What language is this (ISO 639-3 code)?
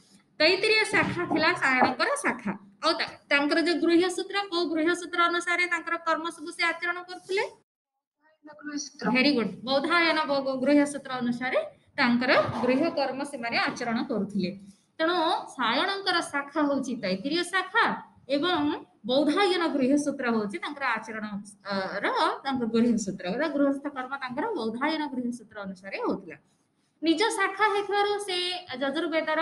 ori